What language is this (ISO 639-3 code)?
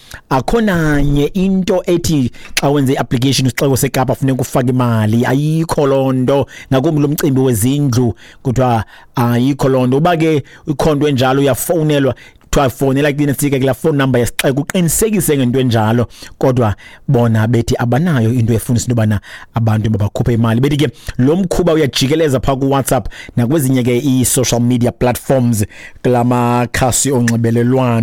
xho